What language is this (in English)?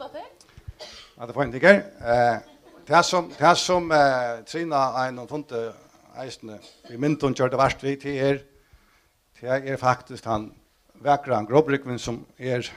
Faroese